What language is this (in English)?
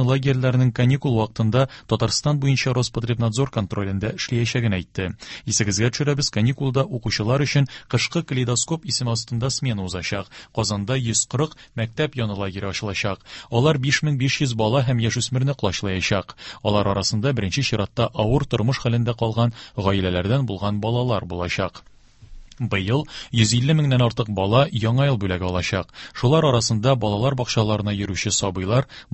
Tatar